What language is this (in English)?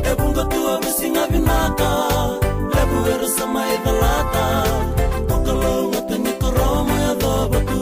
Fijian